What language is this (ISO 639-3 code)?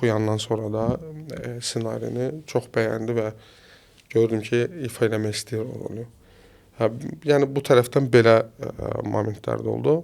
aze